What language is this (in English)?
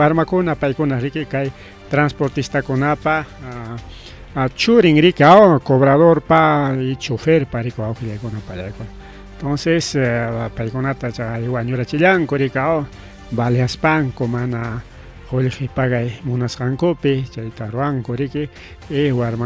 Ayacucho Quechua